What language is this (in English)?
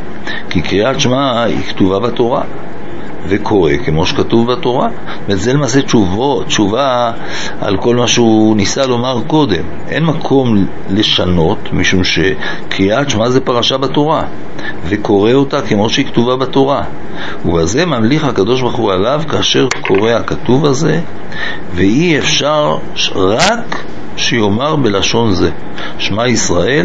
Hebrew